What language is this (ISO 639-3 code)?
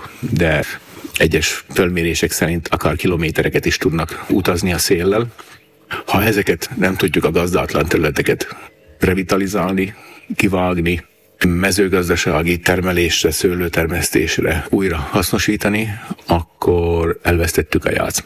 hun